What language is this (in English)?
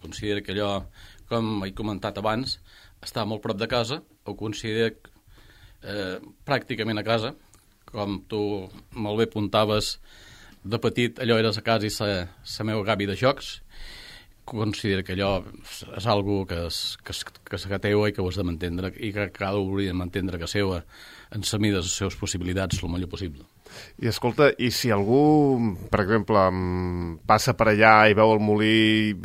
Catalan